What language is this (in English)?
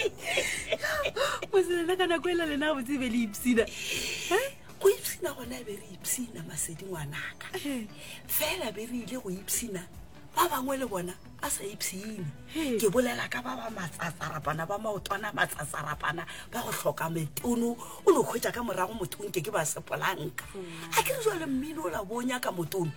Northern Sotho